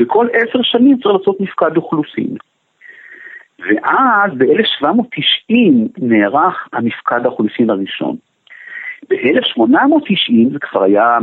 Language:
Hebrew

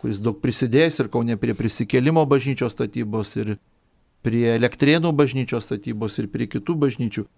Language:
Lithuanian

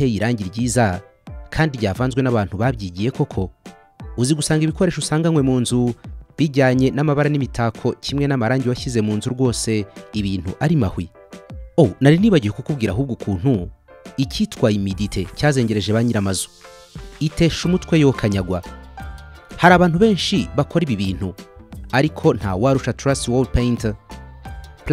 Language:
Kinyarwanda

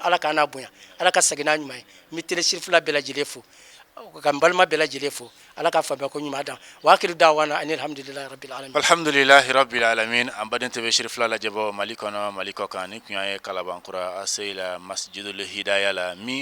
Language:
Bambara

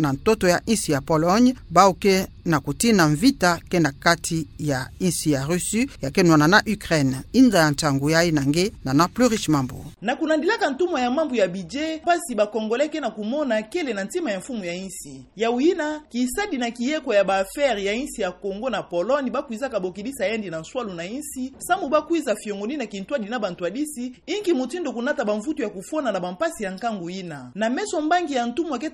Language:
Kituba (Democratic Republic of Congo)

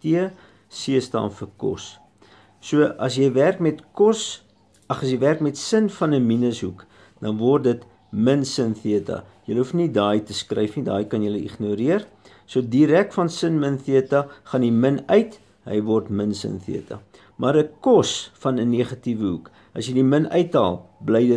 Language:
Afrikaans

